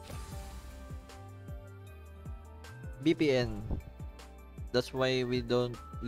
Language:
Filipino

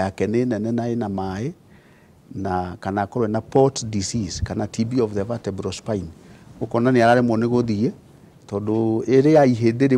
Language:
Kikuyu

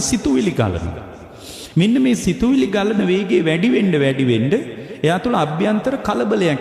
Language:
Sinhala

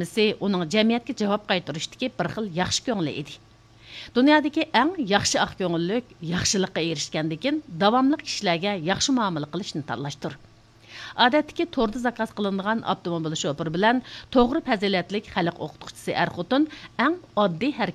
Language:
Uyghur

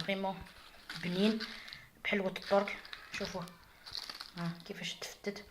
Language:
Algerian Arabic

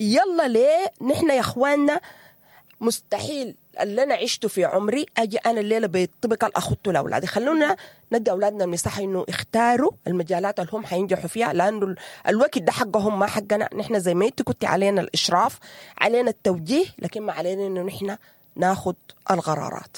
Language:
Sudanese Arabic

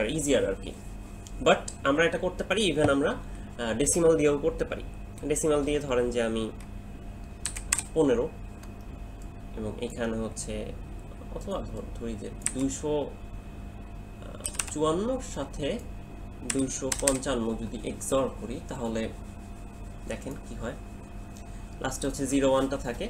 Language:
Bangla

